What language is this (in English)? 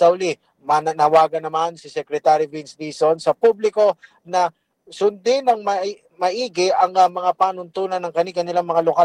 Filipino